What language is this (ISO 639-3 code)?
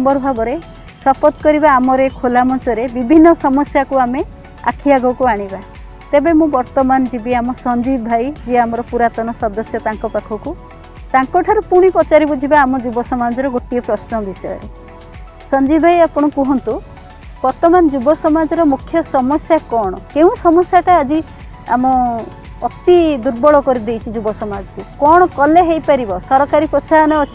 ori